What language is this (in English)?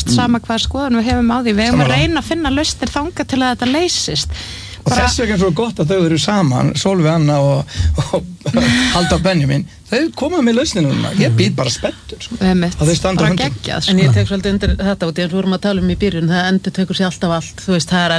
Icelandic